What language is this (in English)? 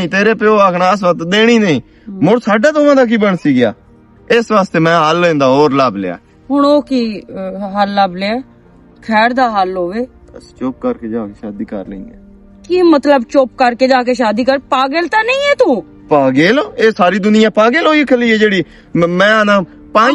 Western Panjabi